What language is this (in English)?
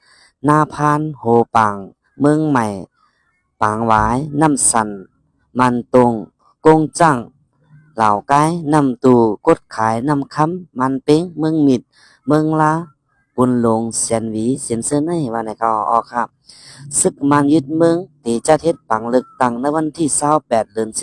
Shan